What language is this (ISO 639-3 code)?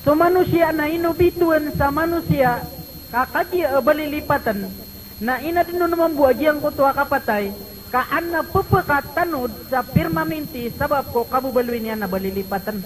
mrw